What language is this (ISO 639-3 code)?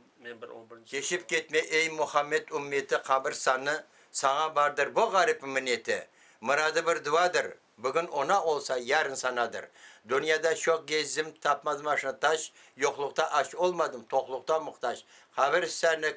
crh